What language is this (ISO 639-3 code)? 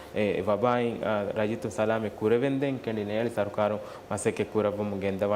div